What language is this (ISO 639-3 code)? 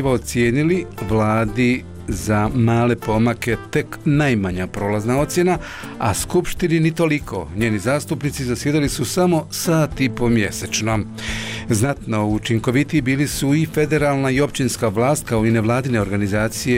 bos